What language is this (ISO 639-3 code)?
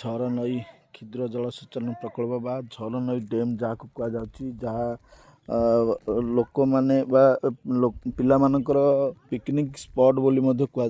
ori